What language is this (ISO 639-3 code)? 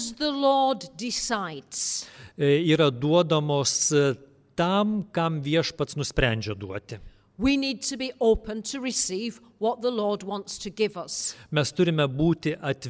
lit